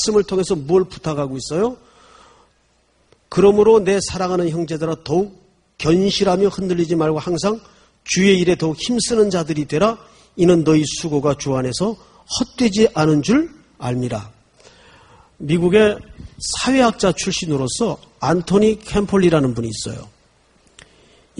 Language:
Korean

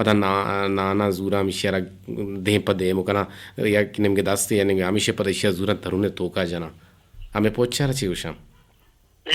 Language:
Eastern Balochi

